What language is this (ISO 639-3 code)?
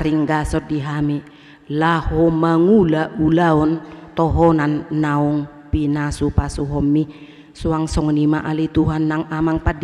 bbc